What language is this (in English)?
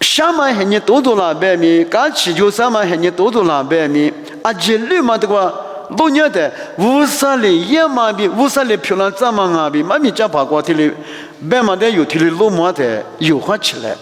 Lisu